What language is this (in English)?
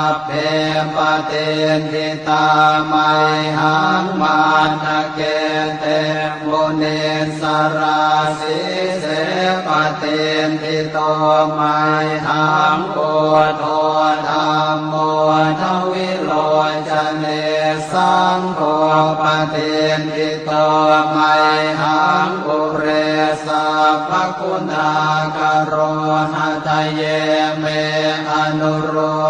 Pali